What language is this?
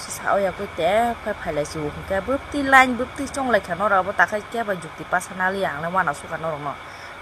Kok Borok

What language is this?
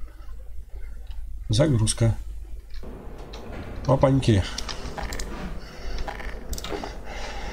Russian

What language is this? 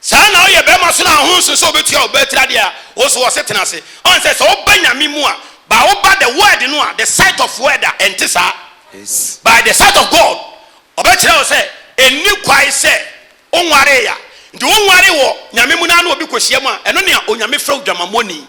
Akan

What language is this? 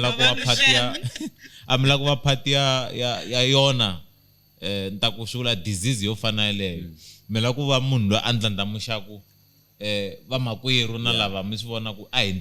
Tsonga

